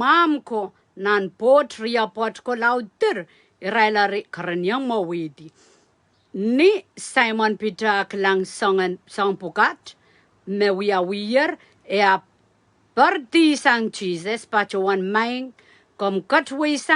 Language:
Pohnpeian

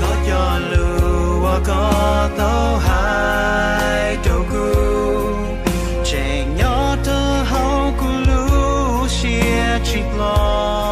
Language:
Hmong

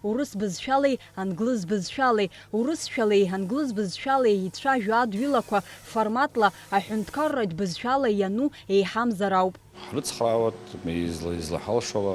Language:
Abkhazian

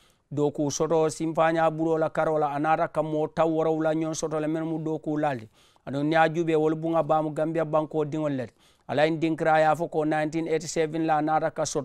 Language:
Mandingo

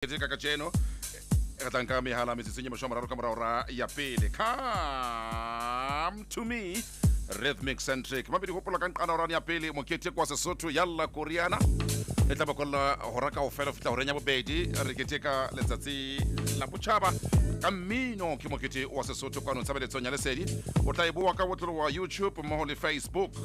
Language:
Southern Sotho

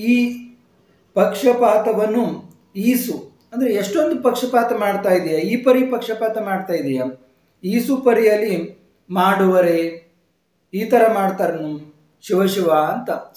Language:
Kannada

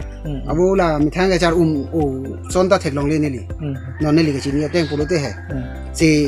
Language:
Karbi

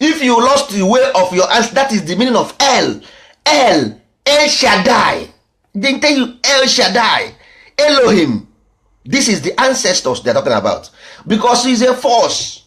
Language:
Igbo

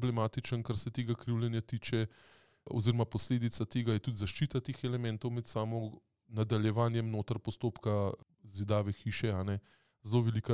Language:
Slovenian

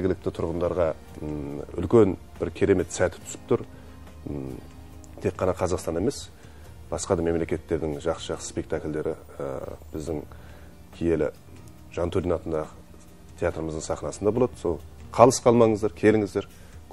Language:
Kazakh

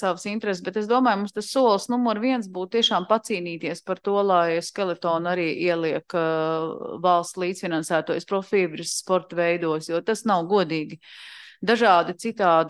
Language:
Latvian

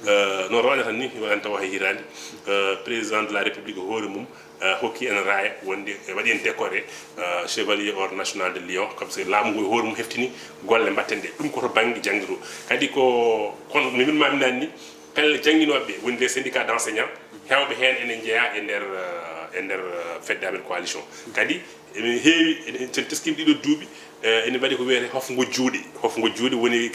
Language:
Fula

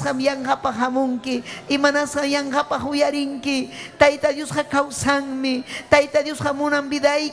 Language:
Ayacucho Quechua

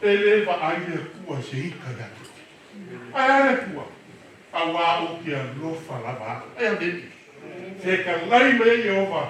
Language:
Samoan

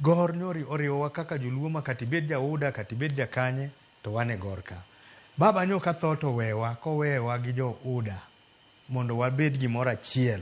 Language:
Luo (Kenya and Tanzania)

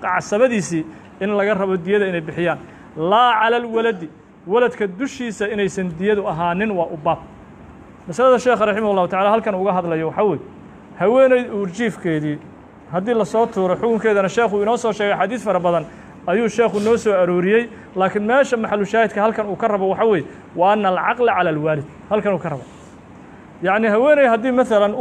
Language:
Somali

